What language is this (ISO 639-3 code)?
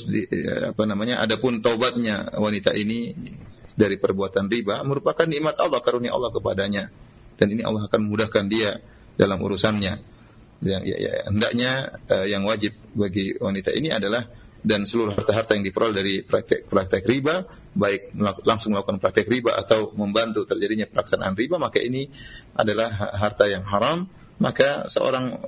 ind